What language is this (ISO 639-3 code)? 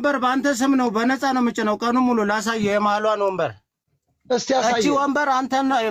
amh